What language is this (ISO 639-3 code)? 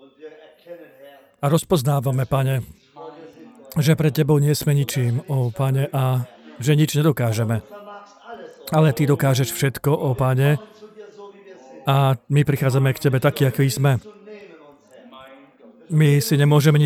slk